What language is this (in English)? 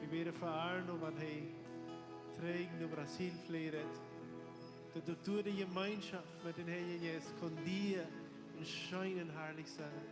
Plautdietsch